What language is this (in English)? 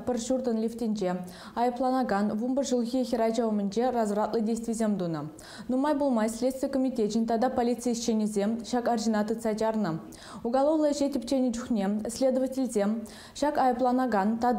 Chuvash